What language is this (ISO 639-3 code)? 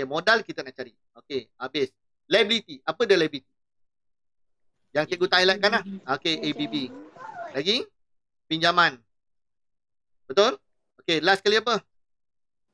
msa